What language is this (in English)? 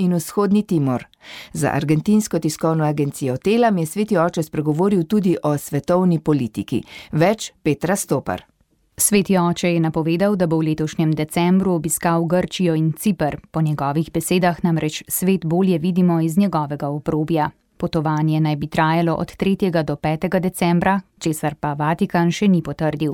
Slovenian